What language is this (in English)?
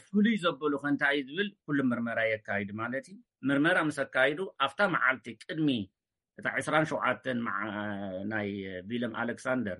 Tigrinya